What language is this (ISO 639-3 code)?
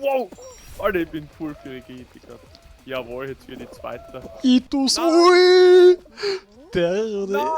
bar